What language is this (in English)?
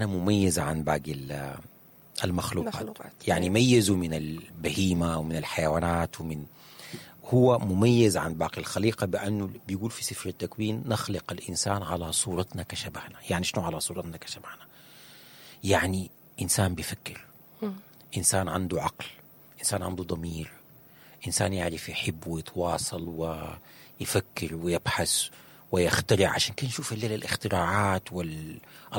Sudanese Arabic